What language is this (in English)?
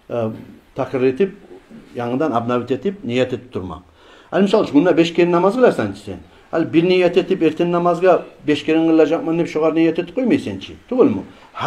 Kumyk